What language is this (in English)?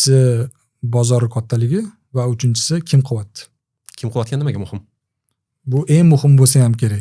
Uzbek